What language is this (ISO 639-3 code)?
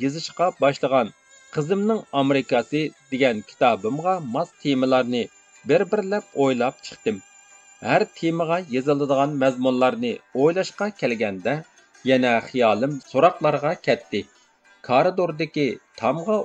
uig